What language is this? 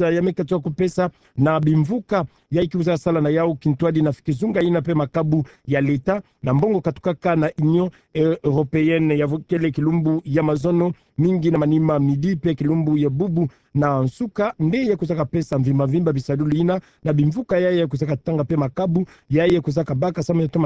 Kituba (Democratic Republic of Congo)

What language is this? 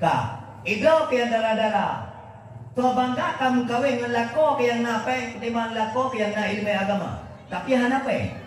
Achinese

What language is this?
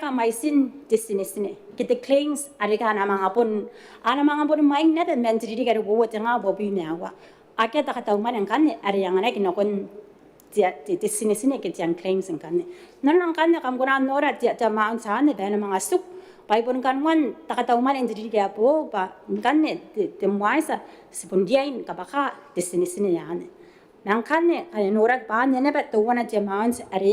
Gilbertese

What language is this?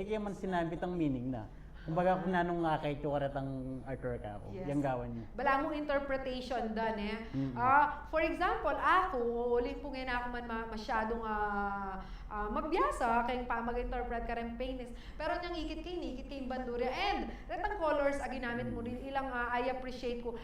Pampanga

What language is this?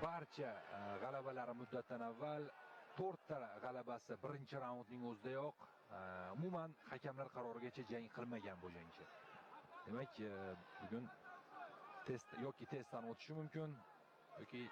Uzbek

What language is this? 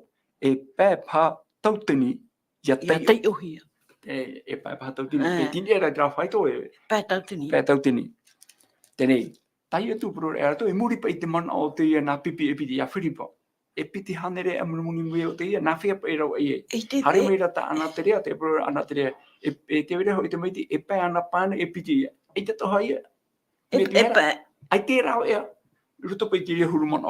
Tahitian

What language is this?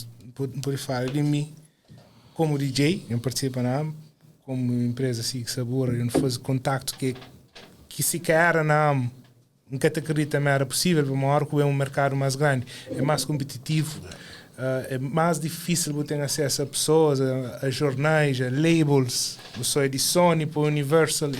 Kabuverdianu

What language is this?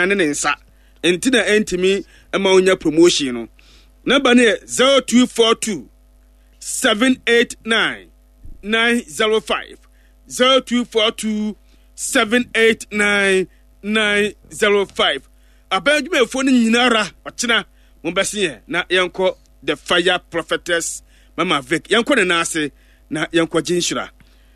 Akan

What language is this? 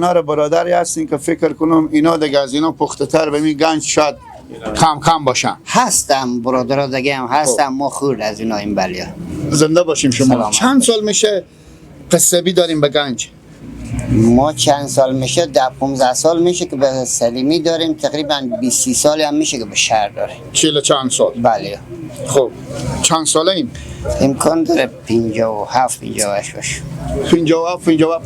Persian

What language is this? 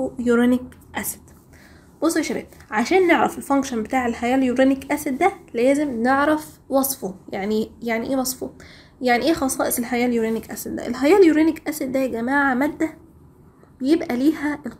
Egyptian Arabic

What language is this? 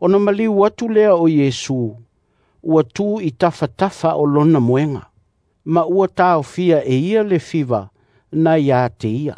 Samoan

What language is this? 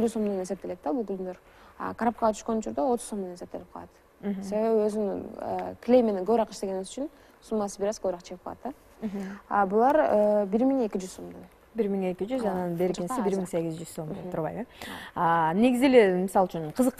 Kyrgyz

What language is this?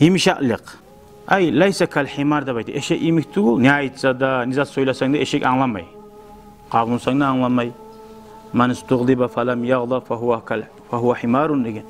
Kumyk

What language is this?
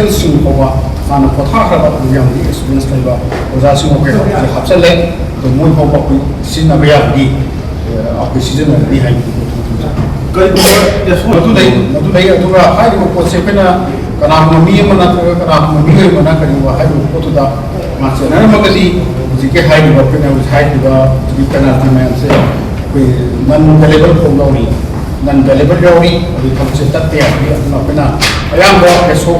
Manipuri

